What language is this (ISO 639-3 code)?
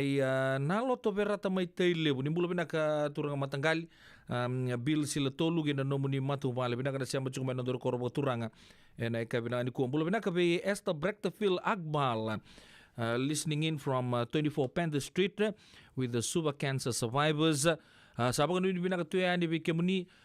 fij